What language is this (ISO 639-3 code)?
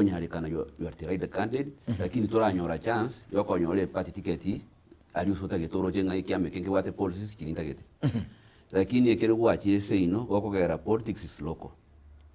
guz